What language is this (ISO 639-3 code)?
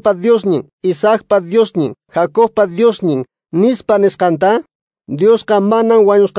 que